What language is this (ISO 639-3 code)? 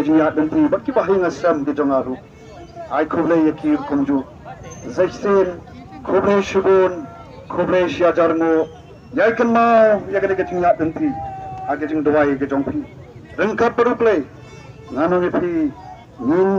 kha